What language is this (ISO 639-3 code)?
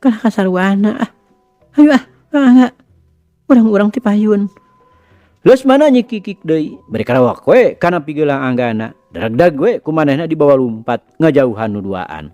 sun